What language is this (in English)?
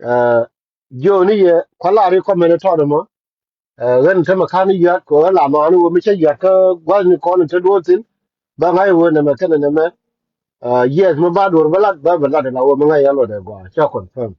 Nuer